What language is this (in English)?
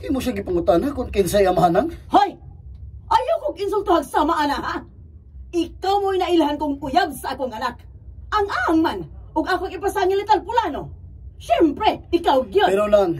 Cebuano